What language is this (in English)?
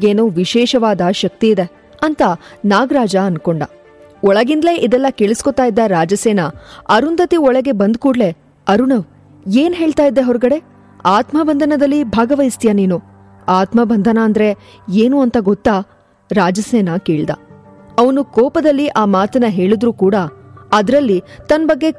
Kannada